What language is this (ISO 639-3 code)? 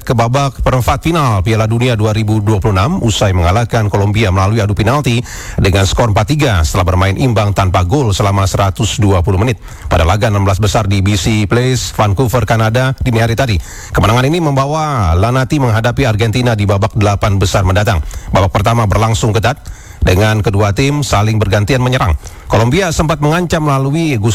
ind